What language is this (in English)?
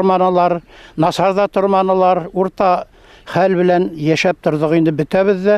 Bashkir